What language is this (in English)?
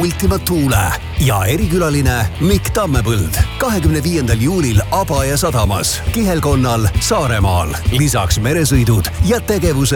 Estonian